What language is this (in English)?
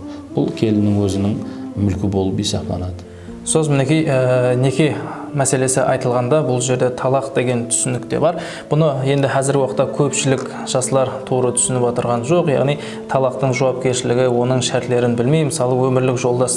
Kara-Kalpak